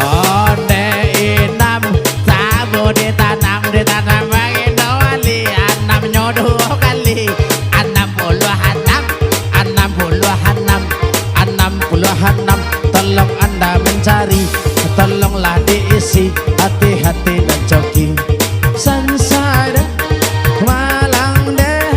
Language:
Minangkabau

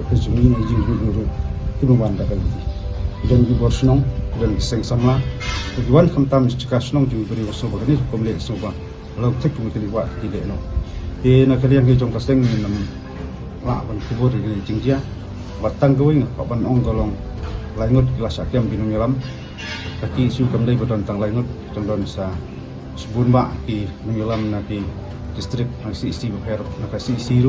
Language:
Khasi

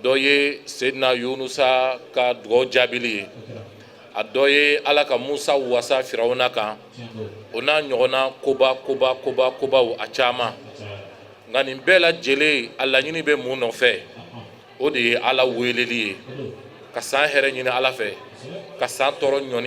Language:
Bambara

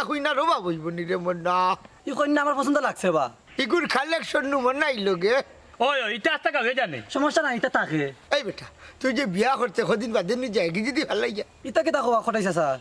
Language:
Sylheti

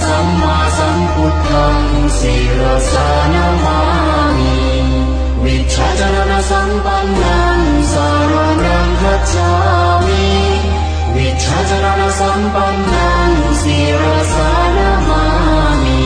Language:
Pali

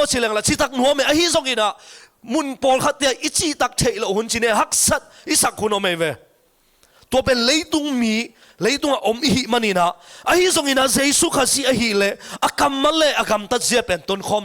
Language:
Tedim Chin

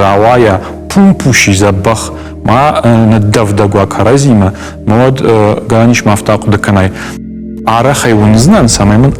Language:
Ossetic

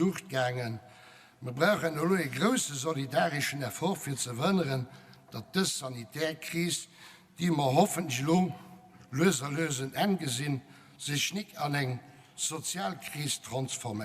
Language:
Luxembourgish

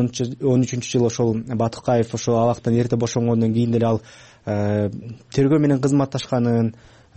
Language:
Kyrgyz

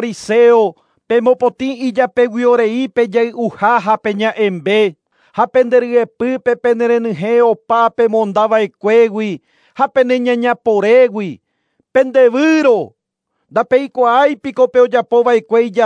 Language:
Guarani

